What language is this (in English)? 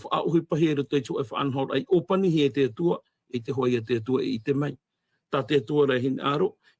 Tahitian